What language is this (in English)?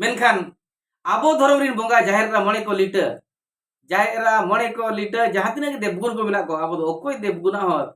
Santali